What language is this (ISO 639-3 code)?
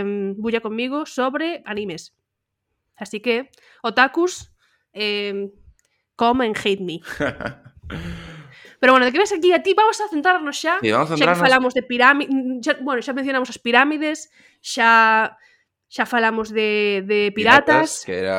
glg